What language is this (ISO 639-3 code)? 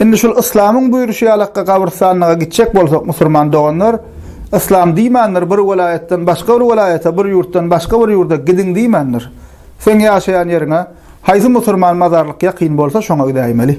tuk